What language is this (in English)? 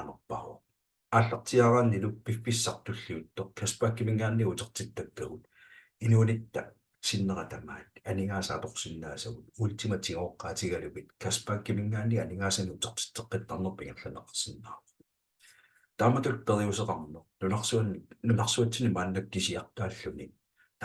Kalaallisut